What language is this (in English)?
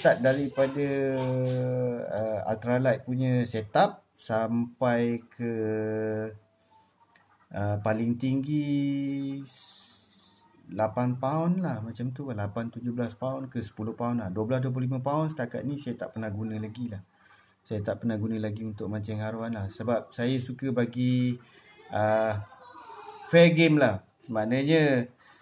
Malay